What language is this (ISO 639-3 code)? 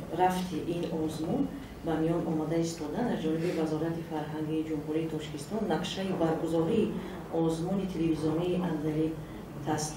tgk